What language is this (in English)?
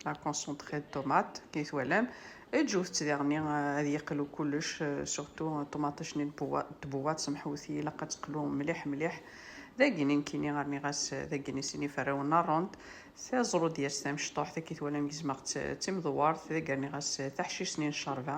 Kabyle